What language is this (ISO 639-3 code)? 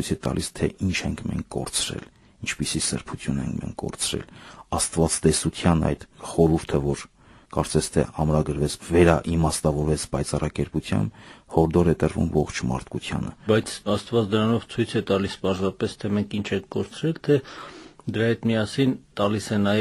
hye